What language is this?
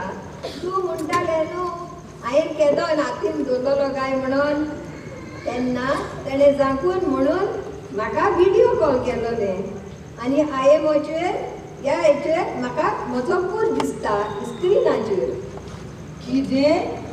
Konkani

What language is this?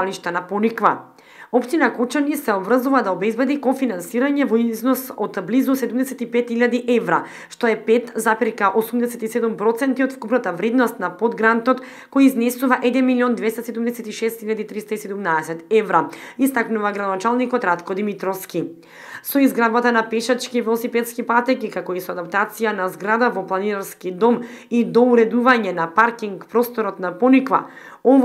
Macedonian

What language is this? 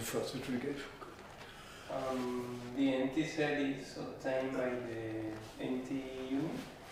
English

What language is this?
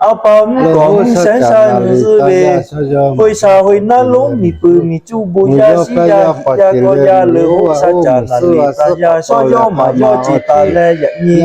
Lahu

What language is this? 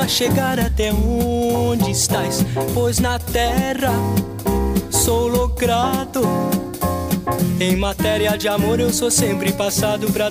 Portuguese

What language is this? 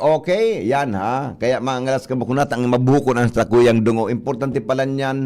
Bikol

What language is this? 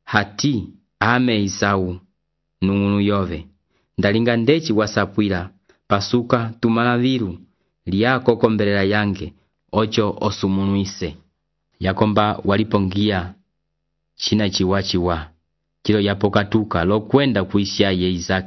Umbundu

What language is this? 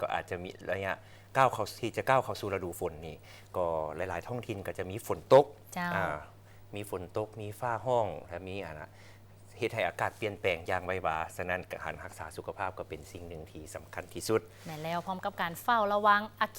Lao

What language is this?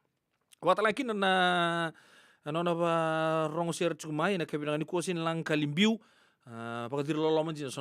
Fijian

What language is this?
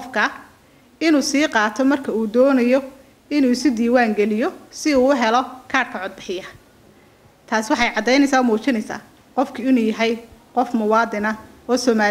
Somali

